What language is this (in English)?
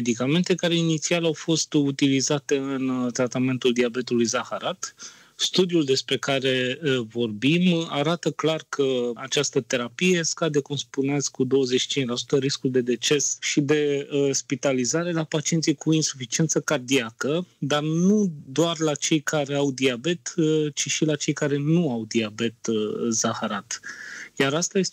Romanian